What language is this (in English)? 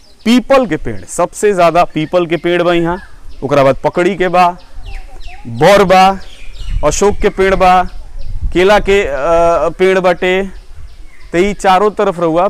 Bhojpuri